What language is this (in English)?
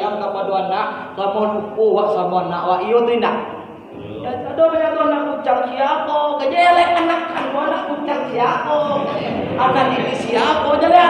Minangkabau